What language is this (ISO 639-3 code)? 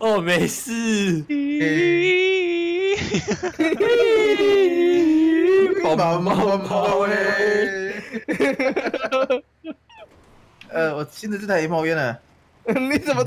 zho